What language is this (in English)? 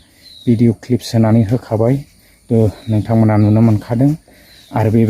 Bodo